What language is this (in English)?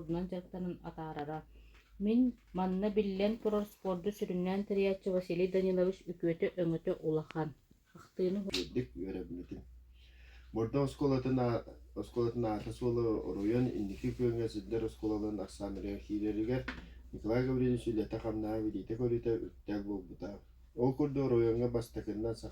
Yakut